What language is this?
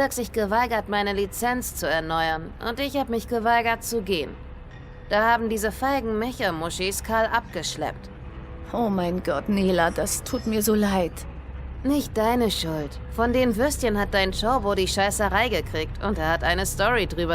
Swiss German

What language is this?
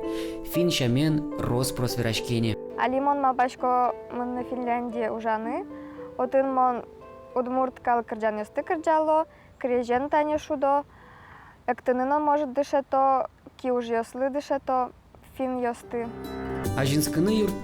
Udmurt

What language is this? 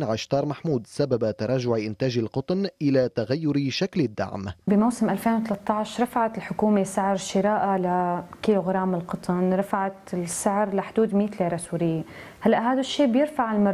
Arabic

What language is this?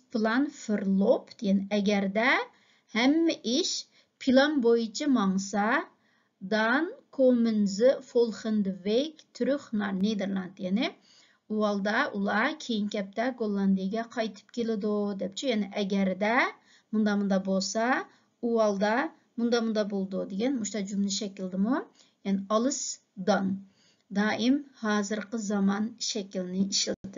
Uyghur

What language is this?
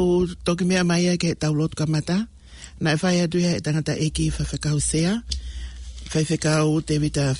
Tongan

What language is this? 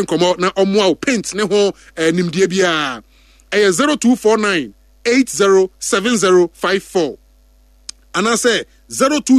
Akan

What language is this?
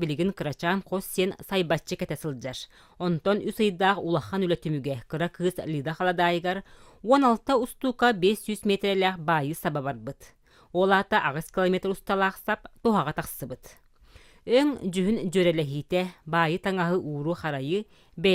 Yakut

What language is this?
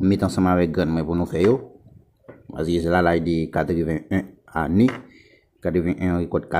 Haitian Creole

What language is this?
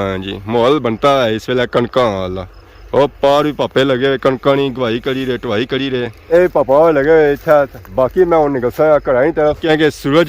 Pahari-Potwari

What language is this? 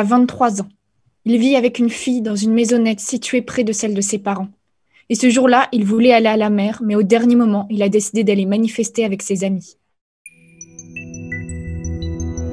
French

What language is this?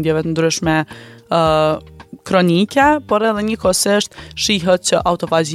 Albanian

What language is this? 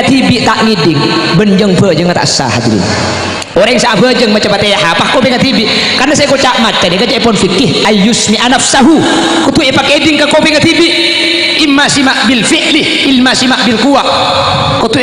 Madurese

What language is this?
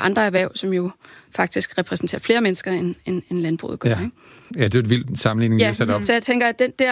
Danish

